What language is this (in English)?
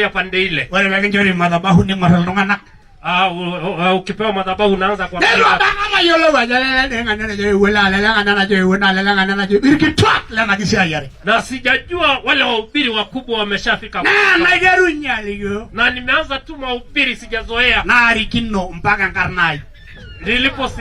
Masai